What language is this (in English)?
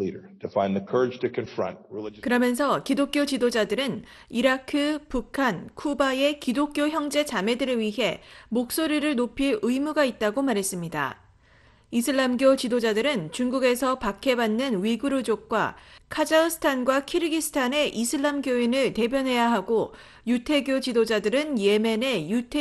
Korean